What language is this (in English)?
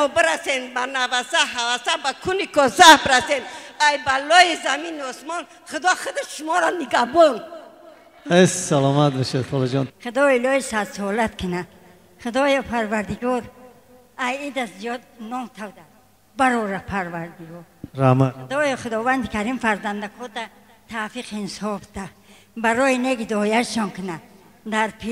Tajik